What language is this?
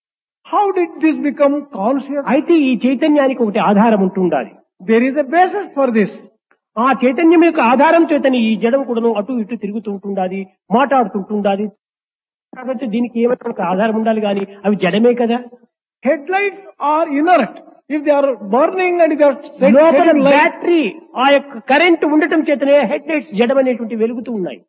Telugu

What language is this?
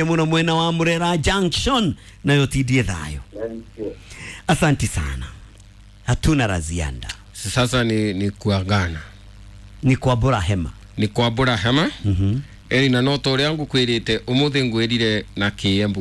Kikuyu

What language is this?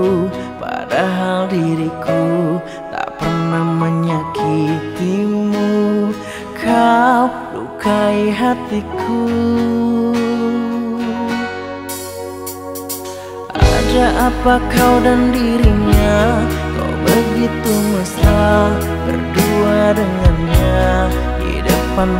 Indonesian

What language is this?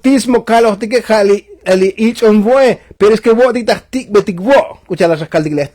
Tzotzil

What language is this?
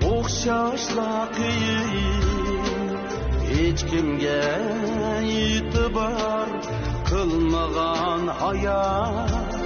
Uyghur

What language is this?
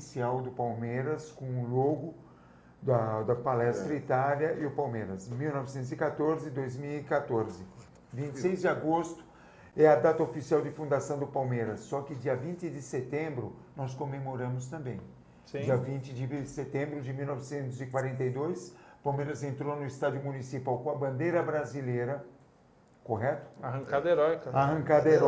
Portuguese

